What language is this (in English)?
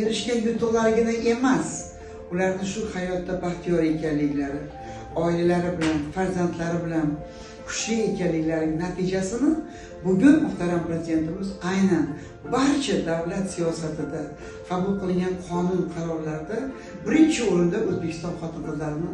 Uzbek